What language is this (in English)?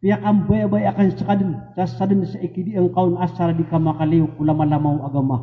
Maranao